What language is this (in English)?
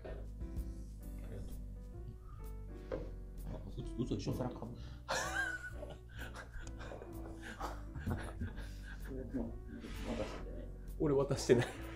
Japanese